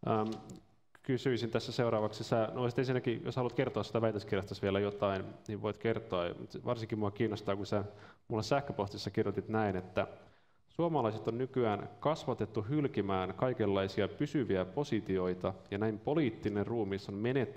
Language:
Finnish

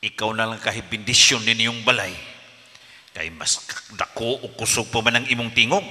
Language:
Cebuano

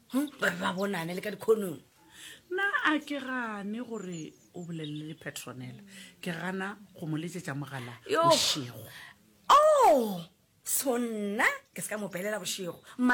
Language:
Northern Sotho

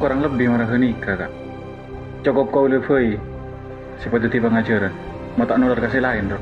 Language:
Madurese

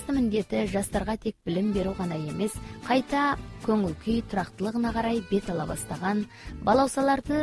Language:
Kazakh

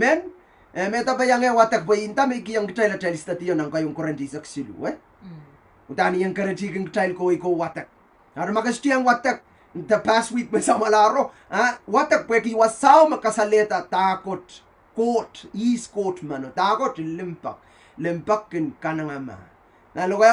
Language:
Pohnpeian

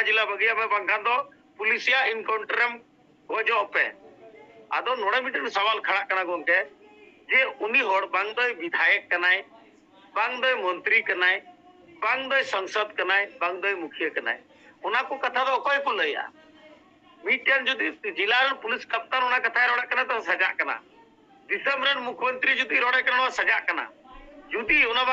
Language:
Santali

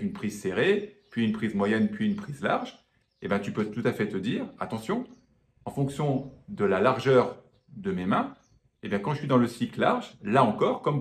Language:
French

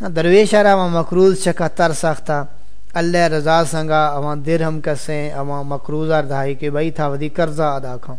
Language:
Saraiki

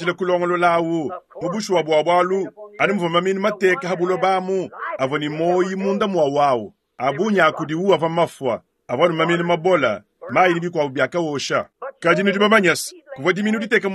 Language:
Luba-Lulua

